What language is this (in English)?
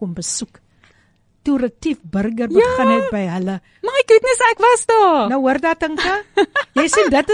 Afrikaans